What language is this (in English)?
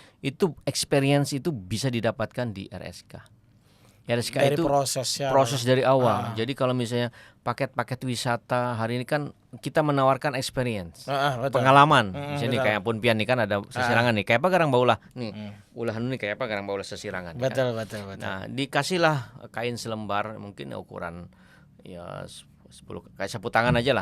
Banjar